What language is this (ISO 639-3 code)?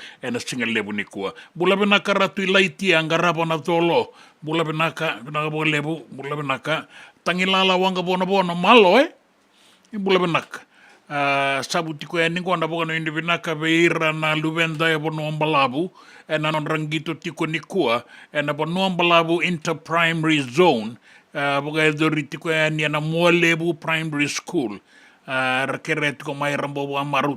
fij